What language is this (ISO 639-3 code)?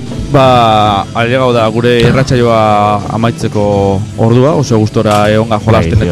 eus